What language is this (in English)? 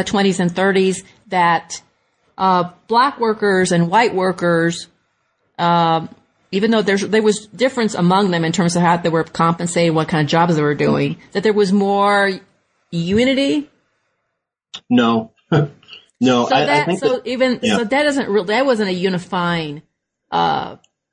English